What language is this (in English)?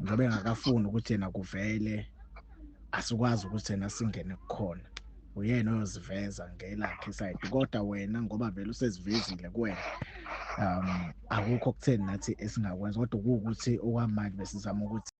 Zulu